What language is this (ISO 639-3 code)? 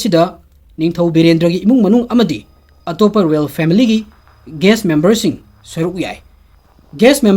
mni